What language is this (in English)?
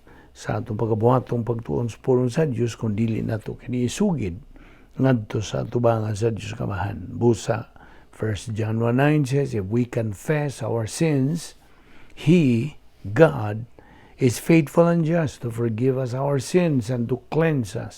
Cebuano